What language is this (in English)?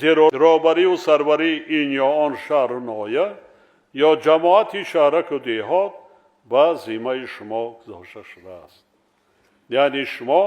Tajik